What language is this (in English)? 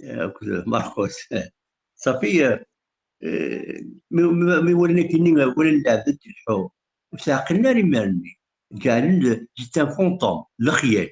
Kabyle